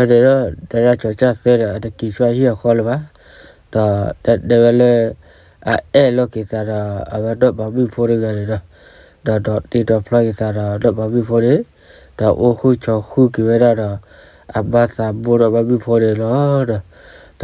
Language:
S'gaw Karen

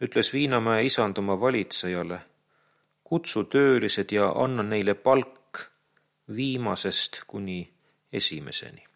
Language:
Estonian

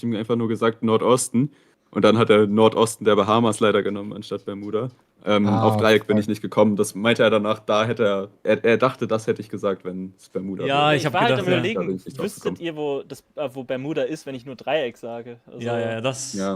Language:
Swiss German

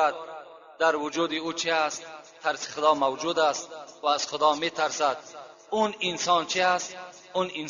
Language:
Tajik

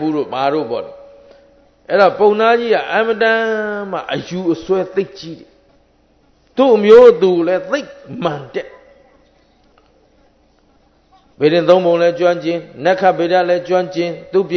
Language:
Burmese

